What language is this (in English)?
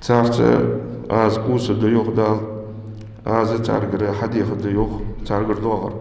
Ingush